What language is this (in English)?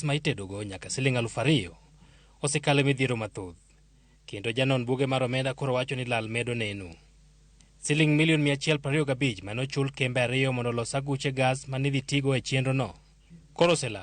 Luo (Kenya and Tanzania)